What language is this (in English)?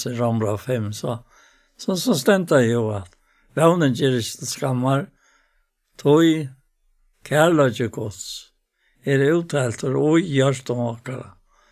Faroese